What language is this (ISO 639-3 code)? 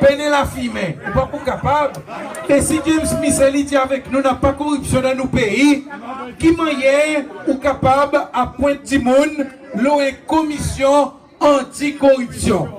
crs